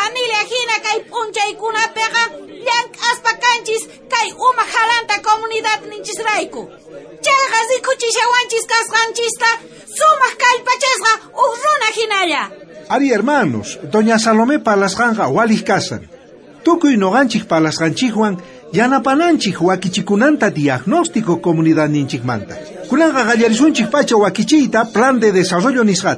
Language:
South Bolivian Quechua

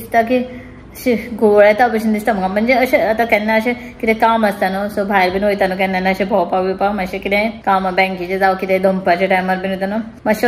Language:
Konkani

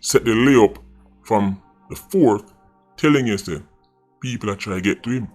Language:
Jamaican Creole English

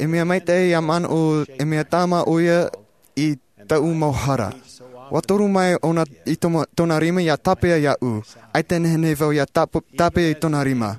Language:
Tahitian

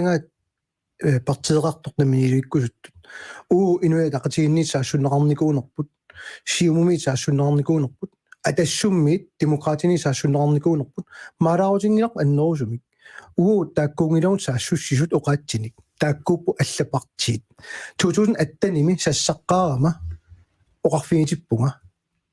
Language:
Kalaallisut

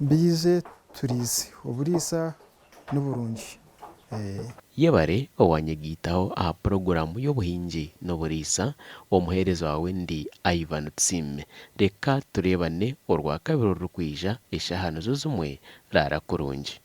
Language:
Nyankole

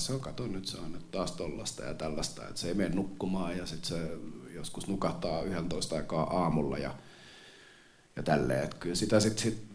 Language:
Finnish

